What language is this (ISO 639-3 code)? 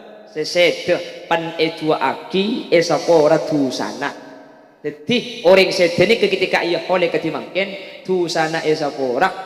mad